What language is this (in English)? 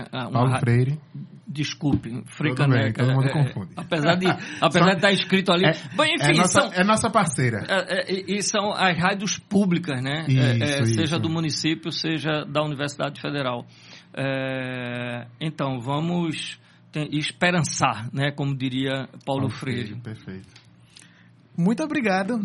Portuguese